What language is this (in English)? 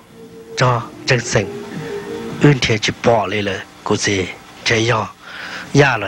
Hmong